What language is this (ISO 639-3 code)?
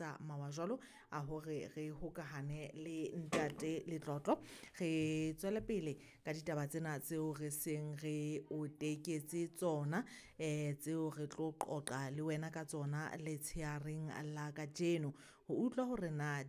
sot